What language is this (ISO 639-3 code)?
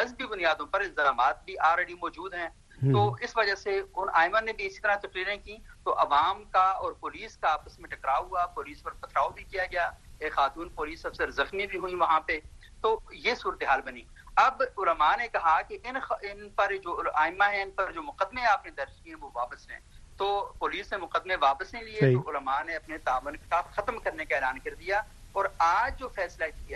urd